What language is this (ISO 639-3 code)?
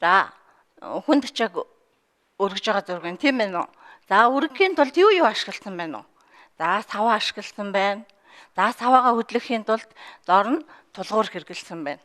mon